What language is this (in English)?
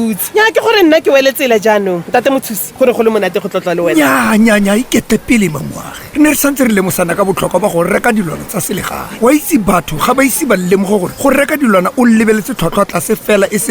Tswana